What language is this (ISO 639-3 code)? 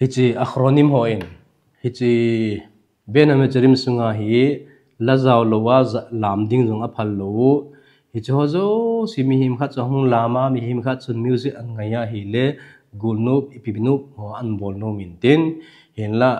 tcz